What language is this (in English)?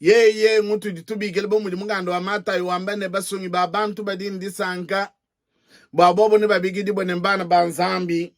Luba-Lulua